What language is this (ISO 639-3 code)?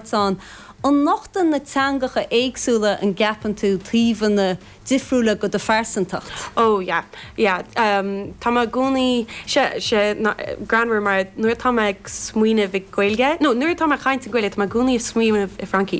gle